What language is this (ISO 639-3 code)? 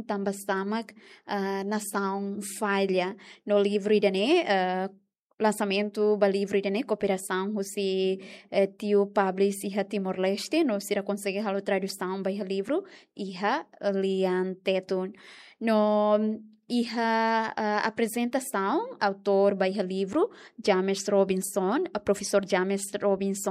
tet